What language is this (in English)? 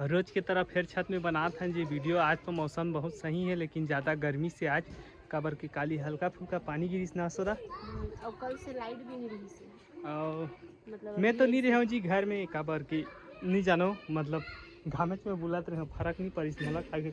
Chhattisgarhi